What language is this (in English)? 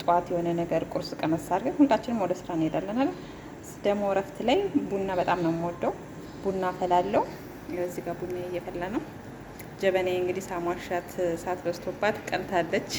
Amharic